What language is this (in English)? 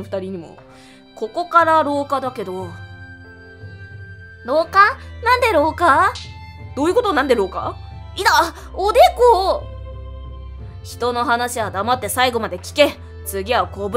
Japanese